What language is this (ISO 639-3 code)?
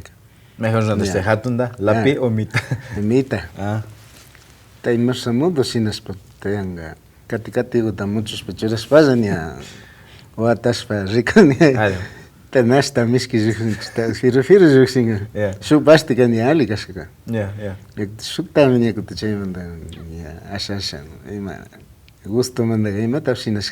qvi